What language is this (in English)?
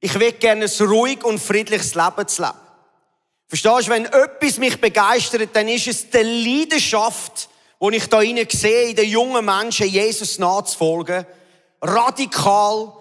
Swiss German